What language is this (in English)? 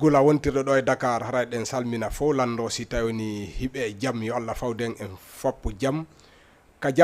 Fula